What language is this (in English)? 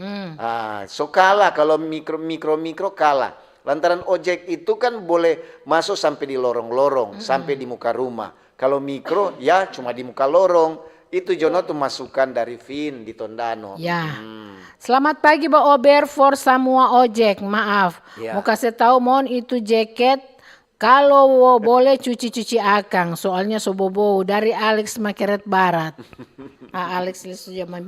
Manado Malay